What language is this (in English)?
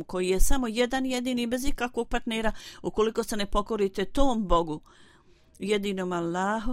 Bosnian